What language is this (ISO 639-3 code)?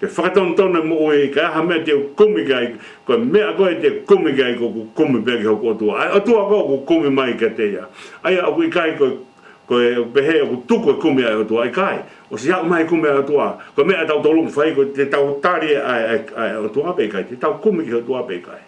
ton